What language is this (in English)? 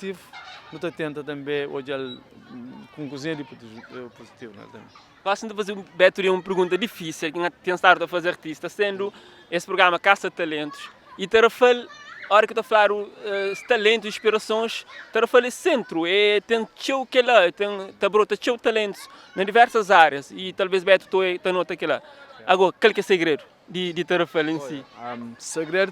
Kabuverdianu